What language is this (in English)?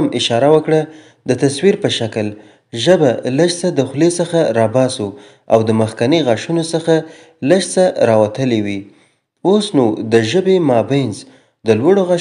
Pashto